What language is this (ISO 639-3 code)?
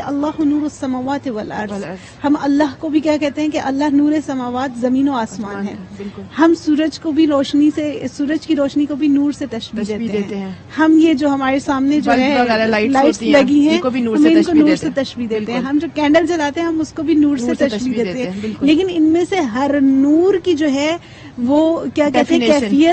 urd